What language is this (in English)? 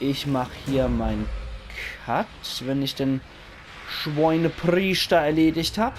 Palatine German